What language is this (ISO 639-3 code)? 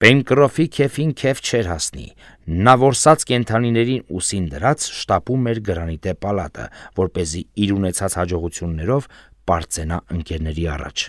hye